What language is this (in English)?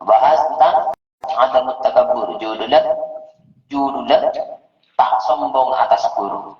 Madurese